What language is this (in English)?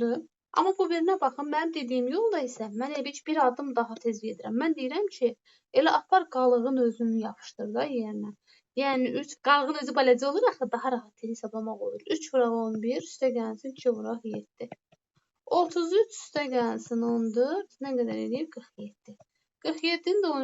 Azerbaijani